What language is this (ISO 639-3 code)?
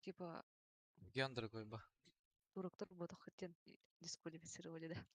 sah